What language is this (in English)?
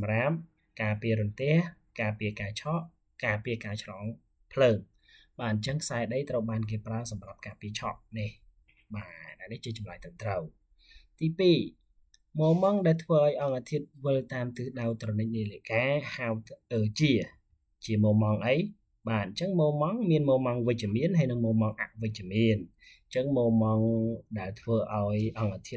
Khmer